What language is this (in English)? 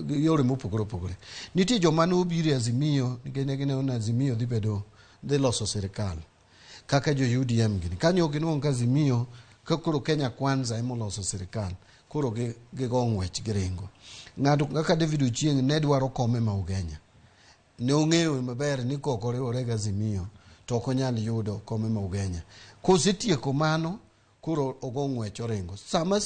Luo (Kenya and Tanzania)